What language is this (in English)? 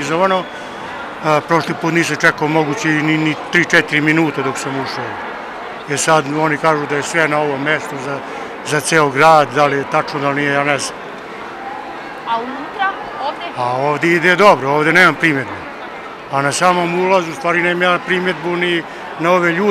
Serbian